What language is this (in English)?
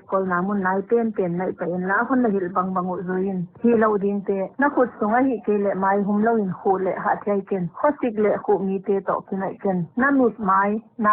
Paite Chin